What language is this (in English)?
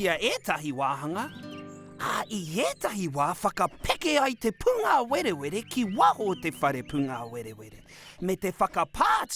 Māori